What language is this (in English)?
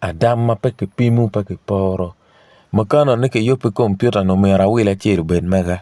Acoli